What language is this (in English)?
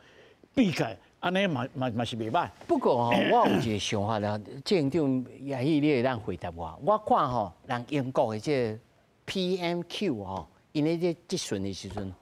Min Nan Chinese